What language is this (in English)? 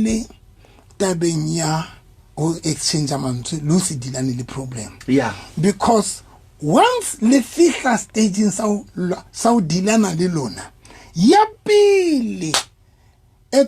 Southern Sotho